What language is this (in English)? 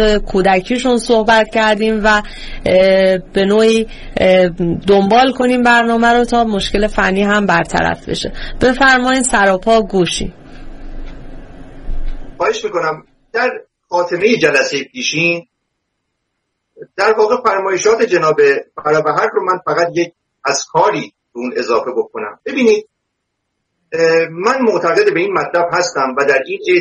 Persian